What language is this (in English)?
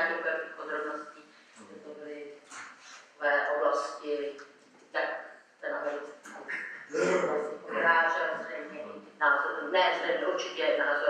Czech